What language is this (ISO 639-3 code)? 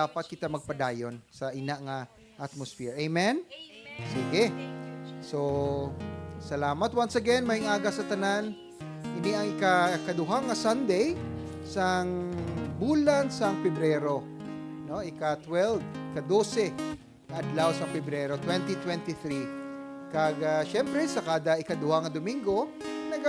hil